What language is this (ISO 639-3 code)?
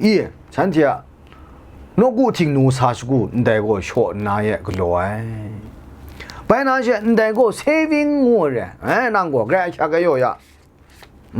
kac